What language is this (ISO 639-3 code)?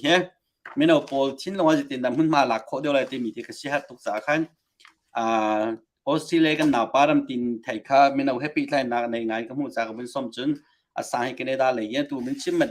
cnh